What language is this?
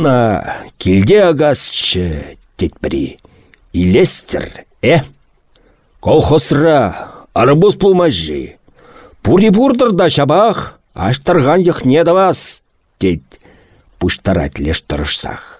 Chuvash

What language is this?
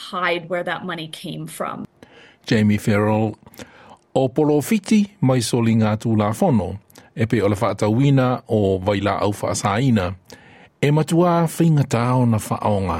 Samoan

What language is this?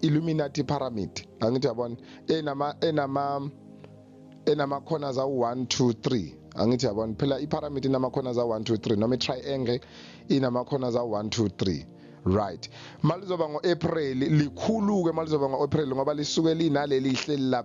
Zulu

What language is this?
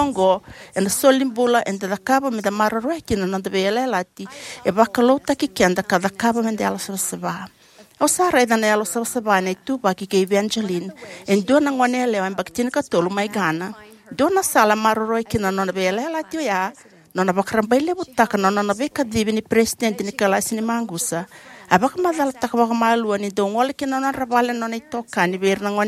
Fijian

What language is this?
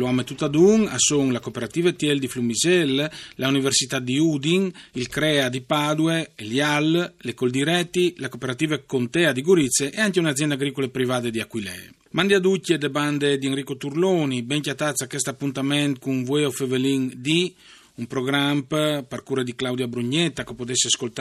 Friulian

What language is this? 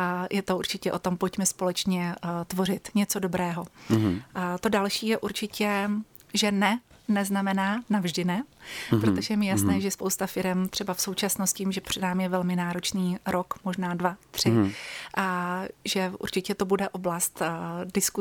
Czech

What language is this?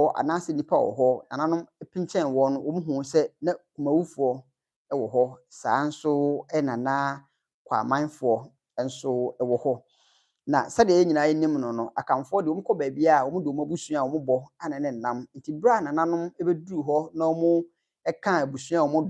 Akan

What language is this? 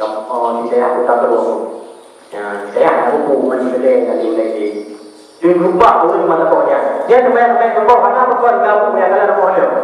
Achinese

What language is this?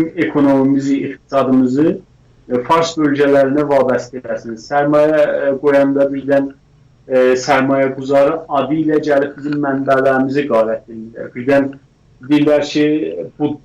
South Azerbaijani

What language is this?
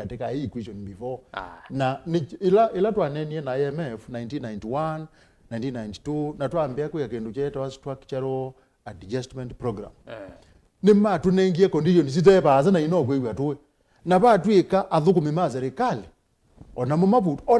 Kamba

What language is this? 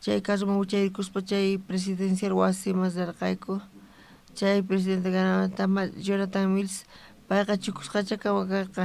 South Bolivian Quechua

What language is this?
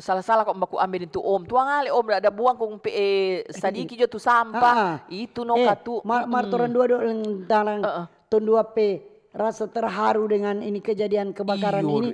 Manado Malay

